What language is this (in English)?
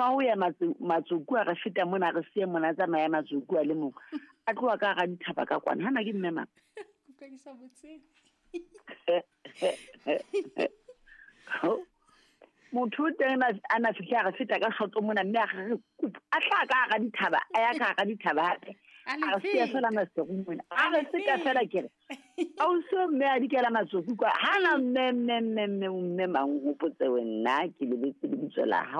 Southern Sotho